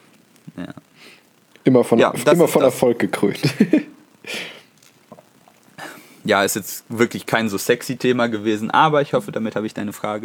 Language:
German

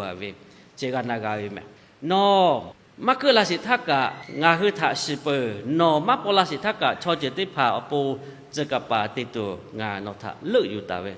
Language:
Lahu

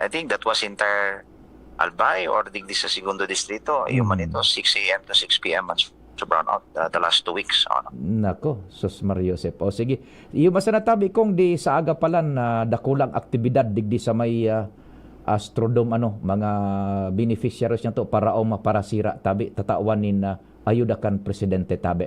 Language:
Bikol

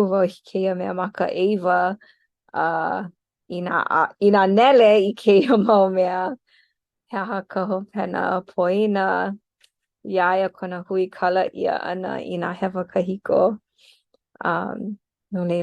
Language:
Hawaiian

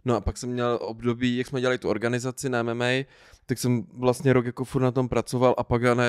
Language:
Czech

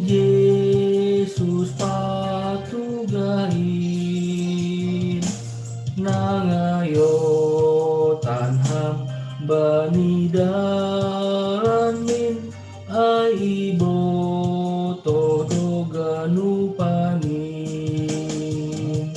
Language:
Batak Simalungun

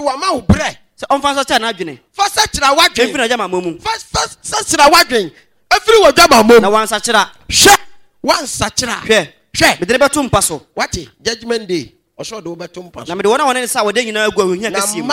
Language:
Akan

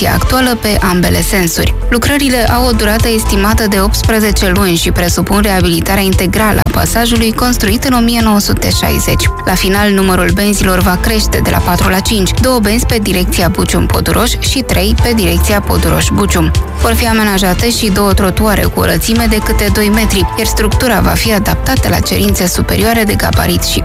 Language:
Romanian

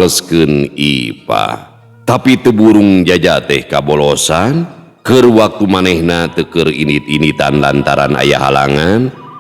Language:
Sundanese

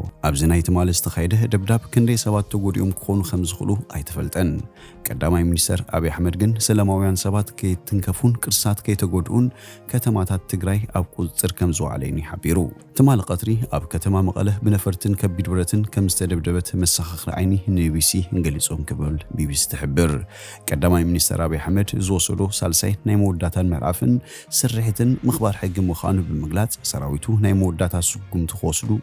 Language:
Tigrinya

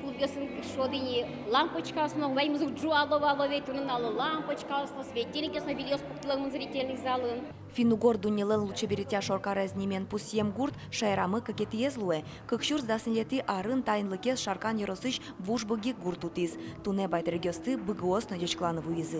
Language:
Udmurt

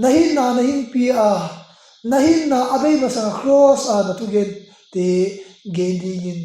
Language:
Tedim Chin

